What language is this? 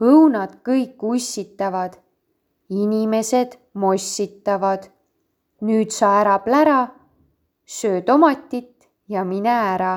Estonian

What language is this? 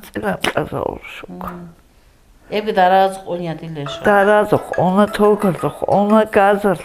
Avaric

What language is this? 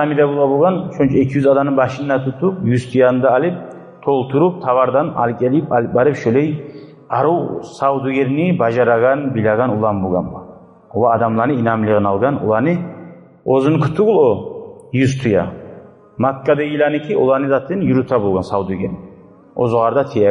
Kumyk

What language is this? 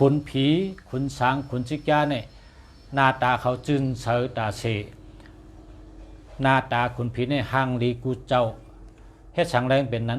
Shan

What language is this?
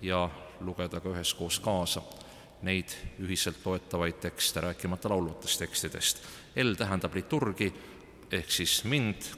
Estonian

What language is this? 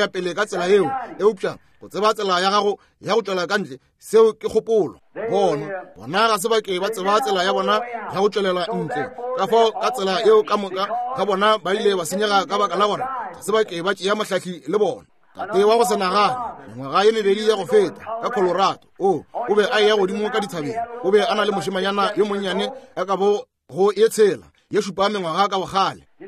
Northern Sotho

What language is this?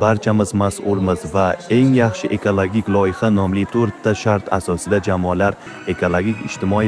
Uzbek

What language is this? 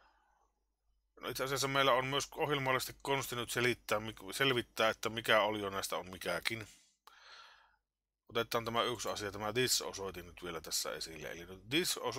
Finnish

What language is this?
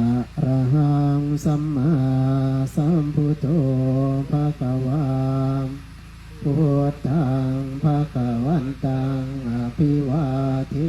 Pali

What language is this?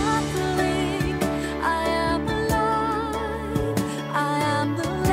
Filipino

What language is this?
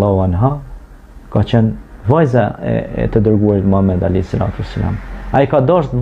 Albanian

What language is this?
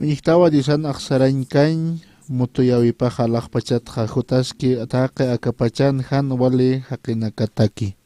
Aymara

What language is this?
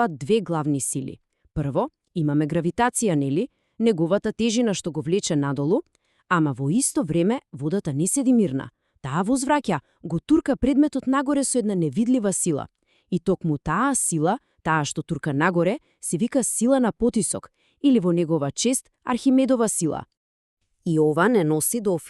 Macedonian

